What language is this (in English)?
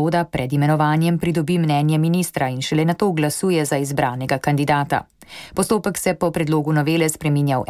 Slovenian